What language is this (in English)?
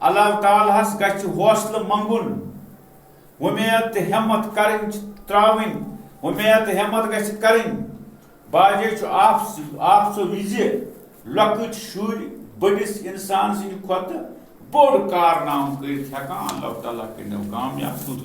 Kashmiri